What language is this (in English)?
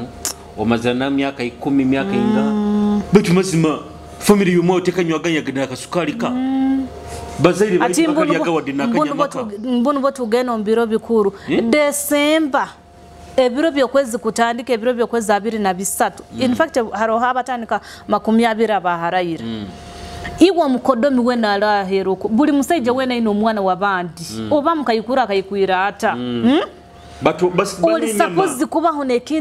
Nyoro